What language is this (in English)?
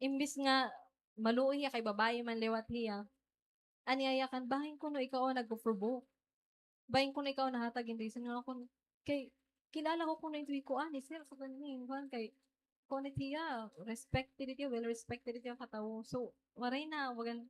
Waray